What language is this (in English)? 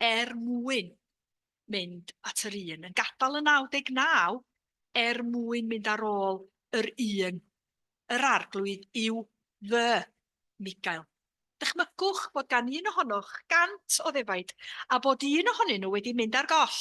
Welsh